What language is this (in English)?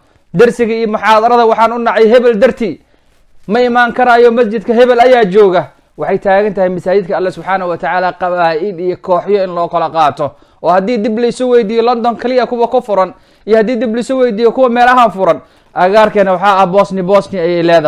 Somali